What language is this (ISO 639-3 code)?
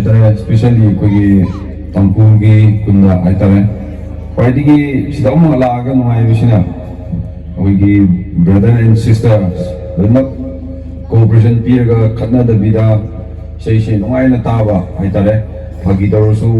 mni